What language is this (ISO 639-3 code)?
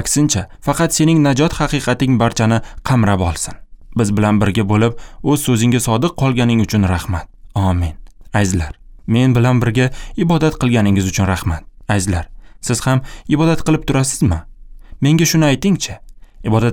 uzb